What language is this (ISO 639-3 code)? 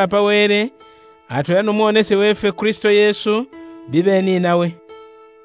luy